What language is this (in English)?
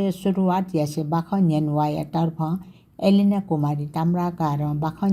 Newari